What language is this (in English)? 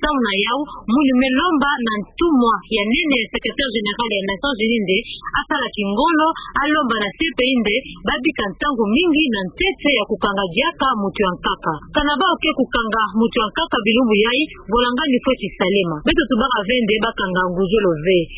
Kituba (Democratic Republic of Congo)